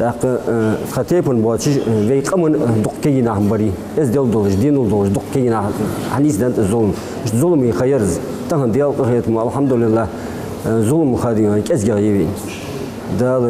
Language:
Ingush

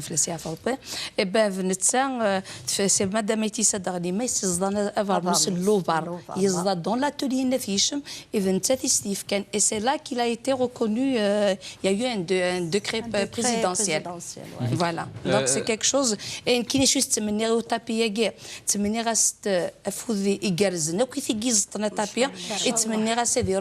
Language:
Kabyle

